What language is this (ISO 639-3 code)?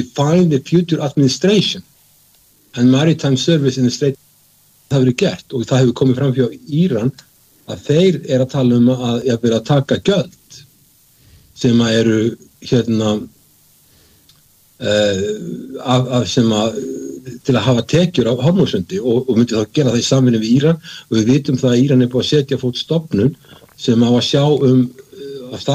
isl